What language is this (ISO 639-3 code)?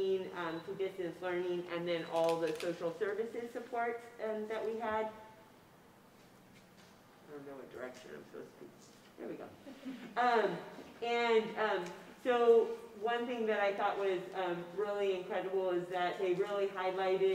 eng